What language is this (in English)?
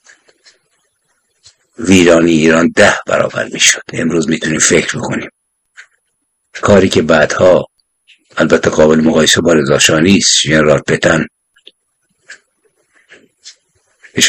Persian